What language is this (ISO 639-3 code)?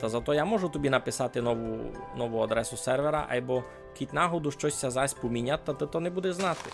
rue